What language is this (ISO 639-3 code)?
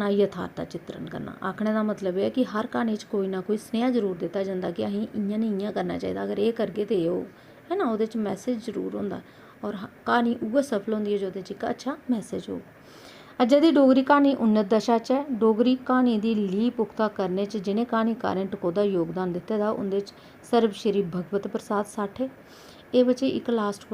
doi